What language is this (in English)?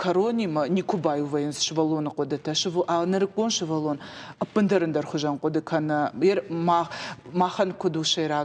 Ossetic